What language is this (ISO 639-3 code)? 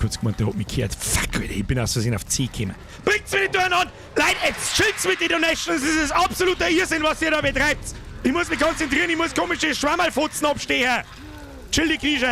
bar